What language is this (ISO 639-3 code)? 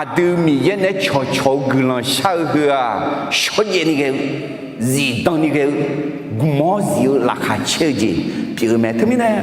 ahk